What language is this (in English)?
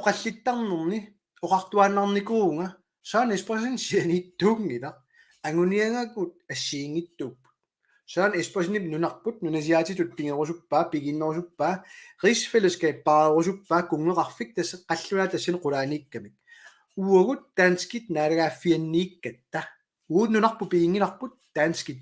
Kalaallisut